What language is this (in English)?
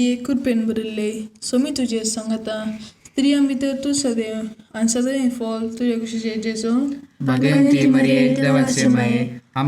Konkani